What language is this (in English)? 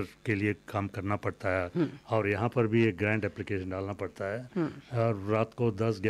Hindi